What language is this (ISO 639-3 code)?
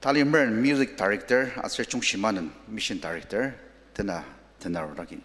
njo